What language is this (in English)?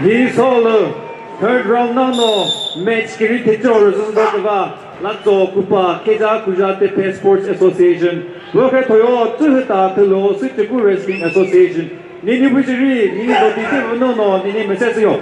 Chokri Naga